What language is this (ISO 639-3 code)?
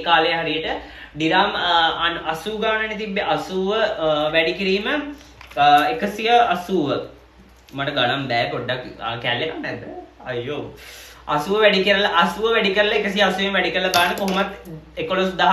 sin